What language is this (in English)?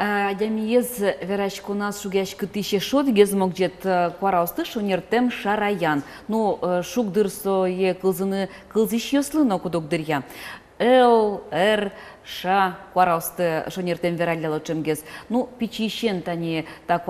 Udmurt